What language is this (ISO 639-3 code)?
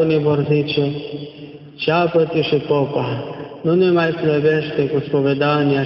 ron